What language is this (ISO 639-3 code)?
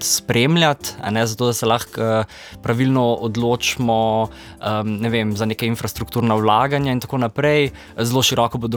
slv